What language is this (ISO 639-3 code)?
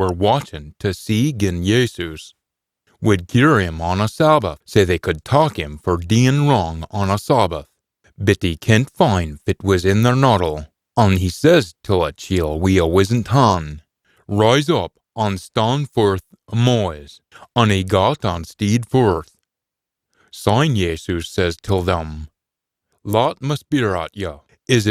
sco